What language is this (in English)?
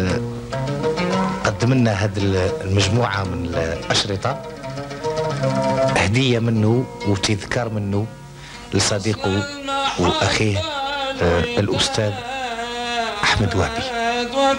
Arabic